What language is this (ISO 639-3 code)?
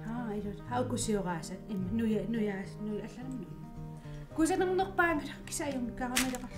kal